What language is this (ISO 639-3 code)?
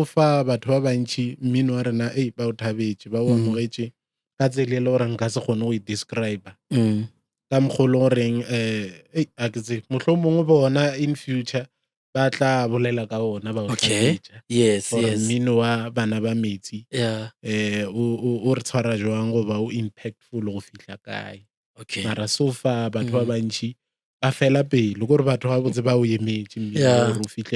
nso